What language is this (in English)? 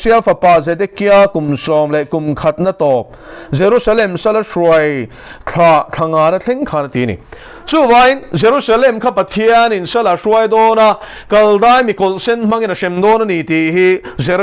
Mizo